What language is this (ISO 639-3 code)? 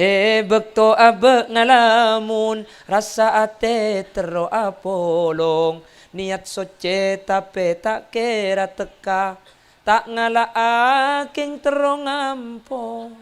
mad